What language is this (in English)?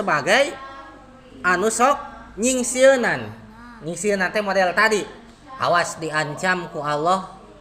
Sundanese